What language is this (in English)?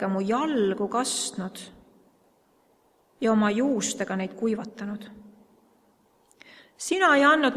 Estonian